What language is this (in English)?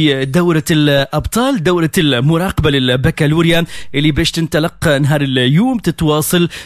Tunisian Arabic